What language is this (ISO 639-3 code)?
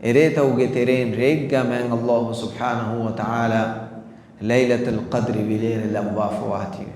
div